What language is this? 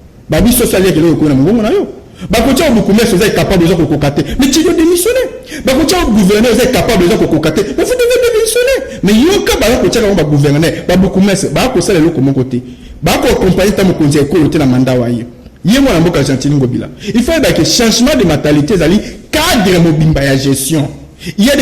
Lingala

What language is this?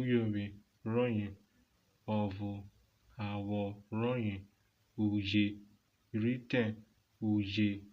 Urhobo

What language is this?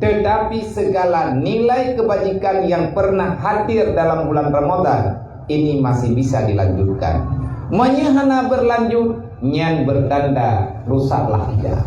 Achinese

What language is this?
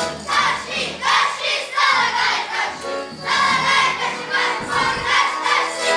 Chuvash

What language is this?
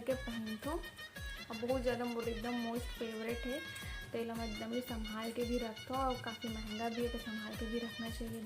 Chhattisgarhi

